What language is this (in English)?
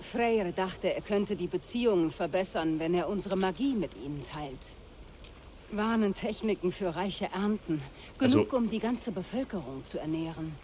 Bavarian